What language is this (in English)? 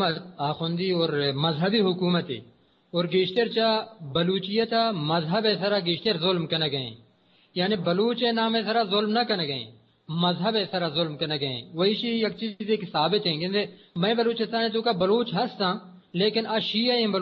Eastern Balochi